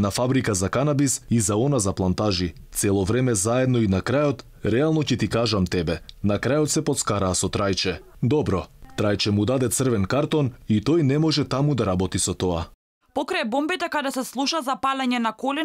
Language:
Macedonian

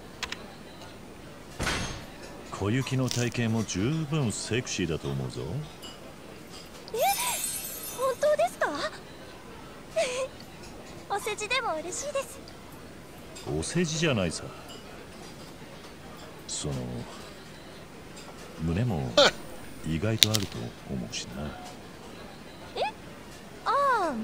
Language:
Japanese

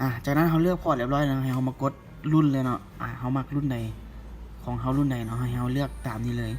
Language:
Lao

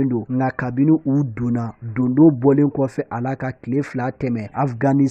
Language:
Bambara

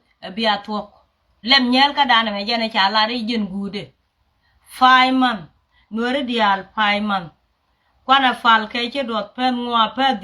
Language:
Nuer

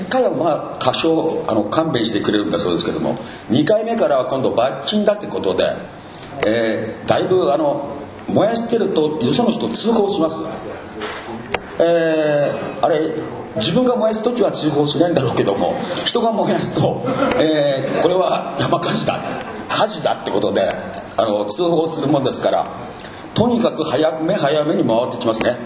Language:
Japanese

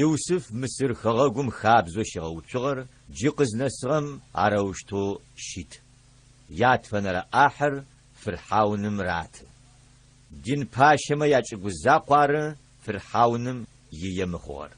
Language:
Adyghe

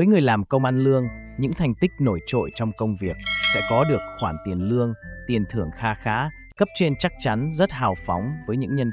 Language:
Vietnamese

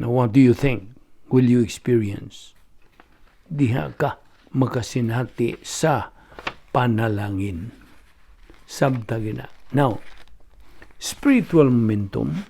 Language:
Cebuano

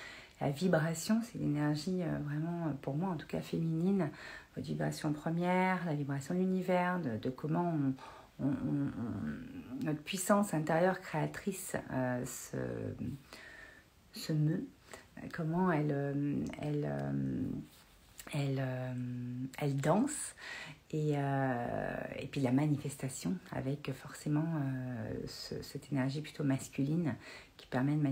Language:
French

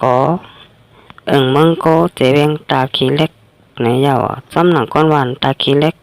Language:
Shan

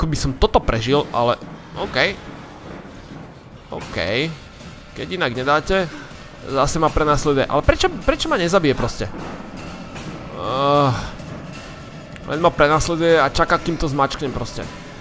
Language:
Slovak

